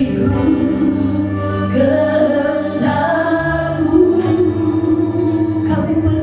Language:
Indonesian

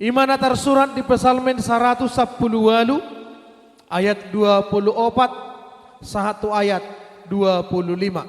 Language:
Batak Toba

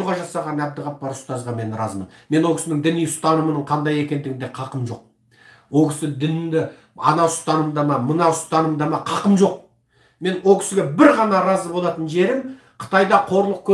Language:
Kazakh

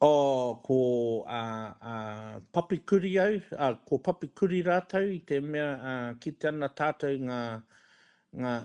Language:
Māori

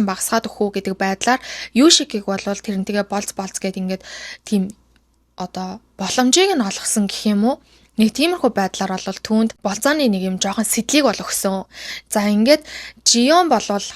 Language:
Mongolian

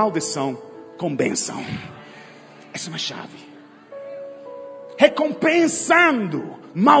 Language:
Portuguese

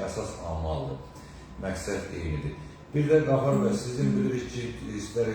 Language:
Azerbaijani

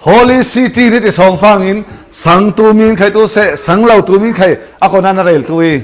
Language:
Falam Chin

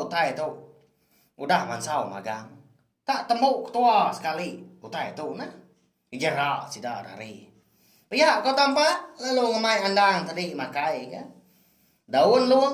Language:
Iban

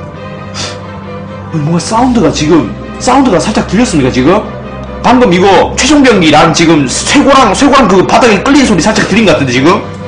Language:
Korean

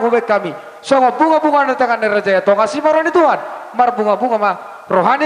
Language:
Batak Toba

